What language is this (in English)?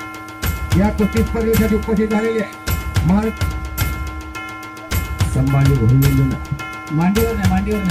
Marathi